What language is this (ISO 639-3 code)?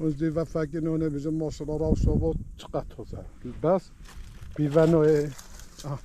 kur